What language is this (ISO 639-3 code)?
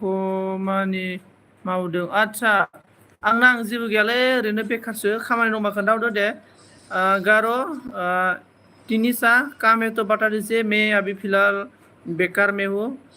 brx